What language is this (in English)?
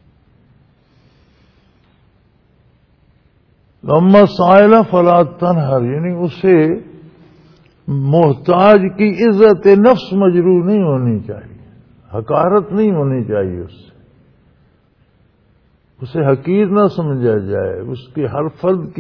Urdu